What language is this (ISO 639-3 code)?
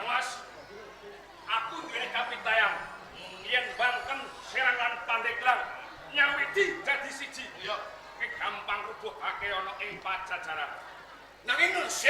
jav